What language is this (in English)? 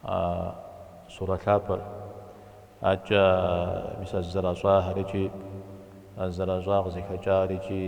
Kabardian